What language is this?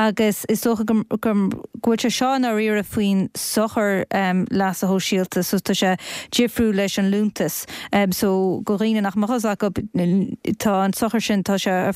Irish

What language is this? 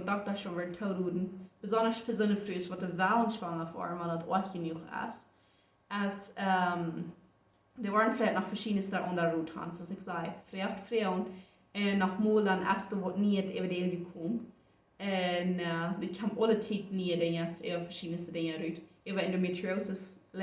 Plautdietsch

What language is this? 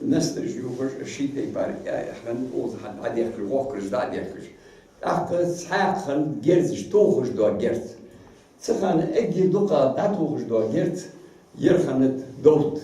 Ingush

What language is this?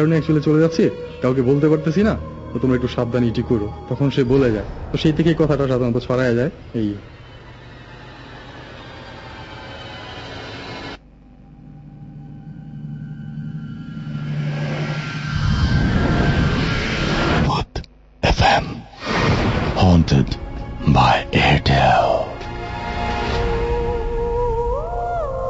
Bangla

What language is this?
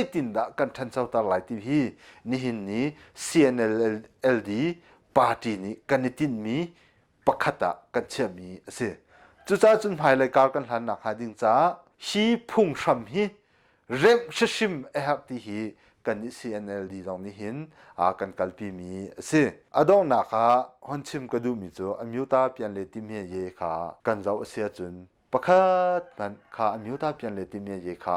Hakha Chin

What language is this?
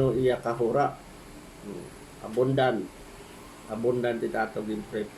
Waray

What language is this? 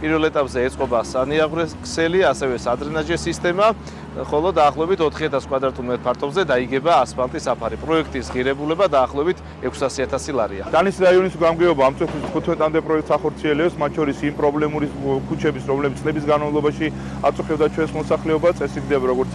Georgian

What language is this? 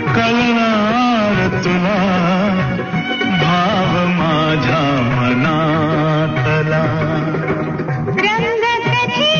Marathi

